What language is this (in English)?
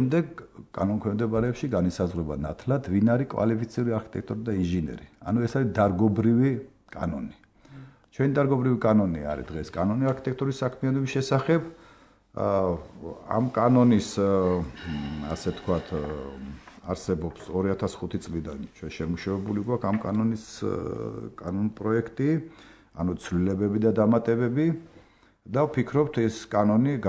Georgian